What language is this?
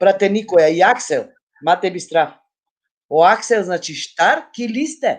Balkan Romani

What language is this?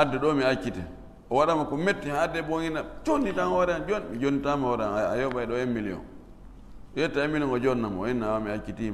Fula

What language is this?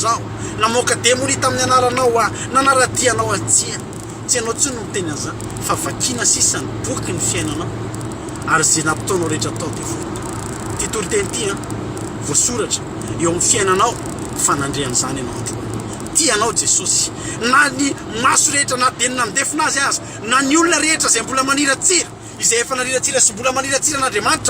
Malagasy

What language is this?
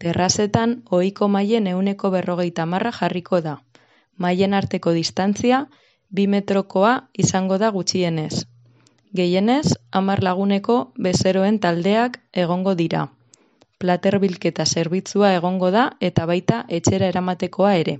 Basque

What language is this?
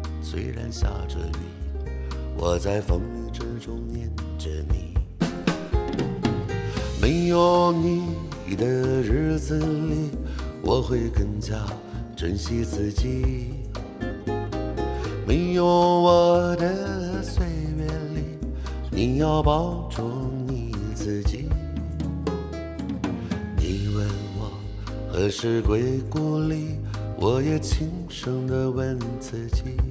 Chinese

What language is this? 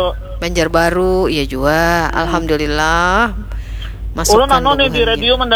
Banjar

